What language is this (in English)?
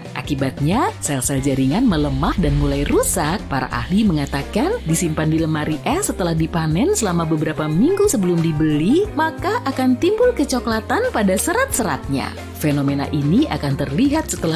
Indonesian